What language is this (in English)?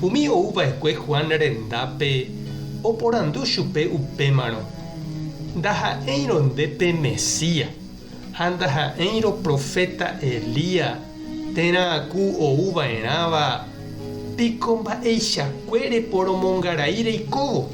Guarani